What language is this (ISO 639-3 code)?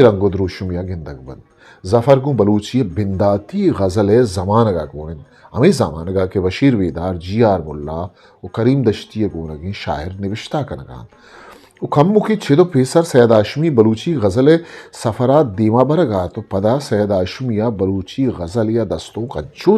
bgp